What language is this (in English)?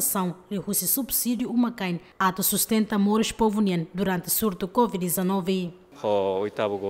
Tetum